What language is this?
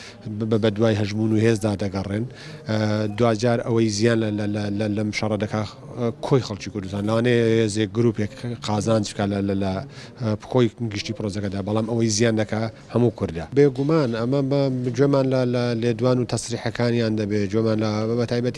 Central Kurdish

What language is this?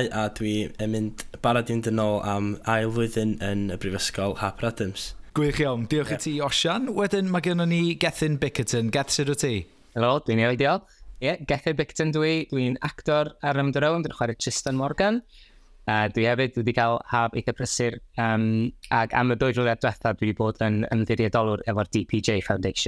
Welsh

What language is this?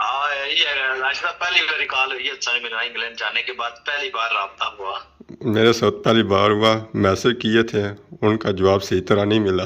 Pahari-Potwari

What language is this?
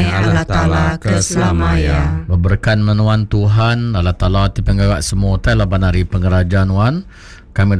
Iban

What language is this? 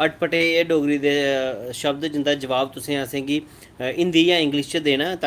Dogri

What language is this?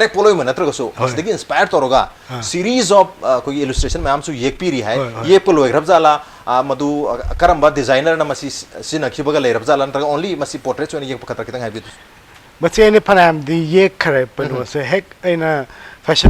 Manipuri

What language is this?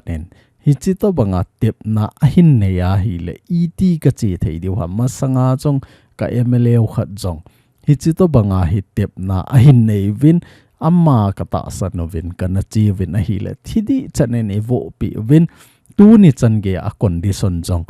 Thado Chin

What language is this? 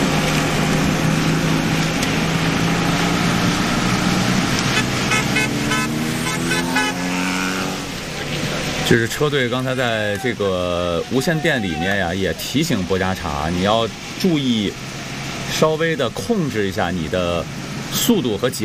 Chinese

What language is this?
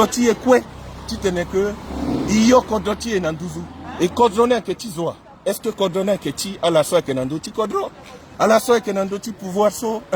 Sango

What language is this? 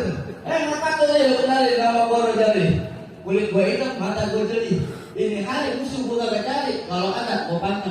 Betawi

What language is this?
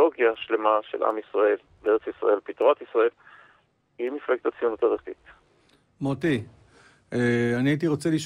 Hebrew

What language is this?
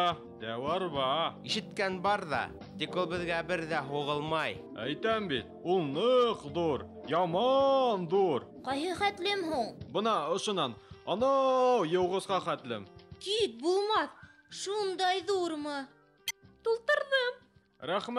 Bashkir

